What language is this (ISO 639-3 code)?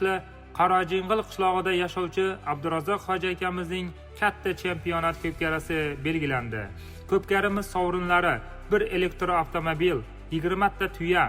uzb